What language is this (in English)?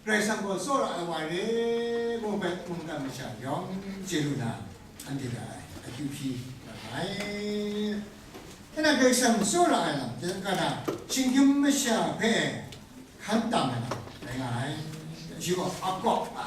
Kachin